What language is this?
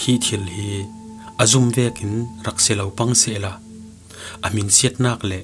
Falam Chin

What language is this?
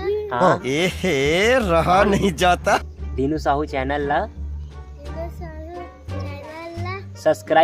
Chhattisgarhi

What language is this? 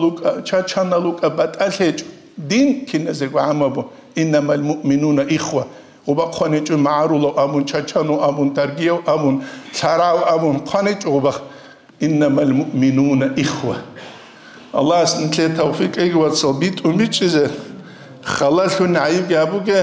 Avaric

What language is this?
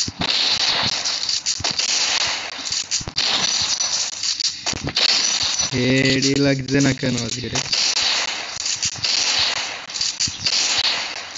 Bangla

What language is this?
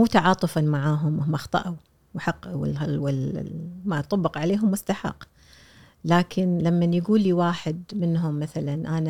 Gulf Arabic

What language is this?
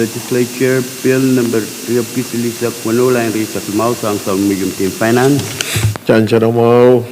Pohnpeian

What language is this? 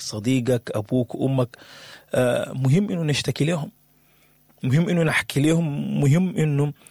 Sudanese Arabic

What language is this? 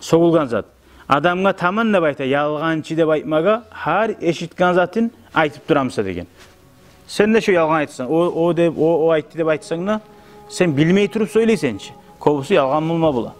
Kumyk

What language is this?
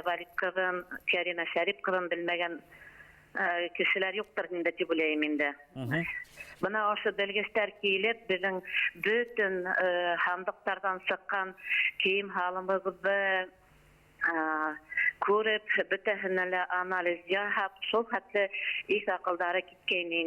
Bashkir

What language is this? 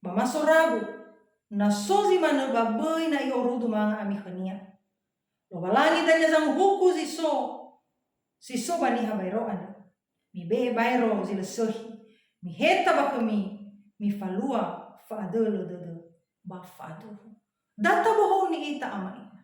Nias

